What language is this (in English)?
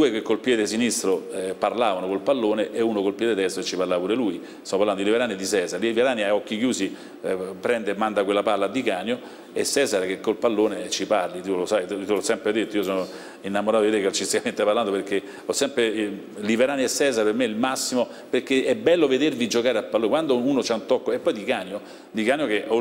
Italian